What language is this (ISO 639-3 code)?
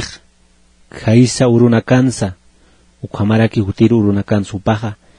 aym